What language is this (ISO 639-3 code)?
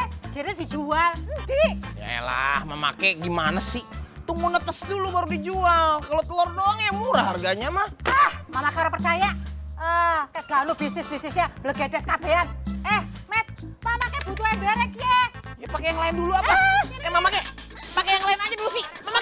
bew